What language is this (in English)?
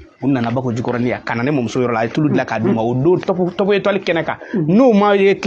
Bambara